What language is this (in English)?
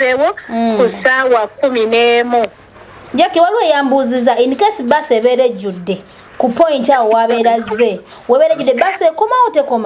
Ganda